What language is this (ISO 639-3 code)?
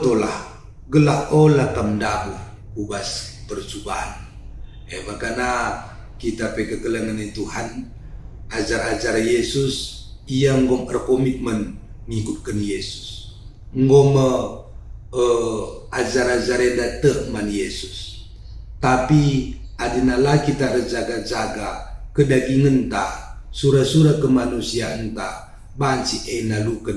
btx